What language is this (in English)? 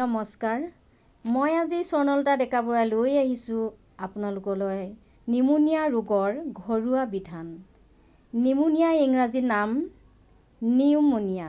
Assamese